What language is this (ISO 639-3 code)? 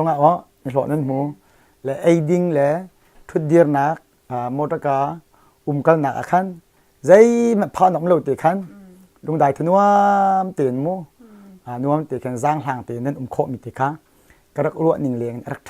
cnh